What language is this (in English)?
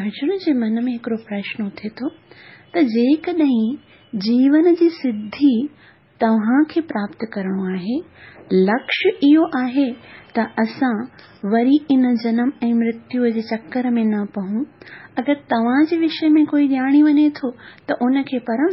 Sindhi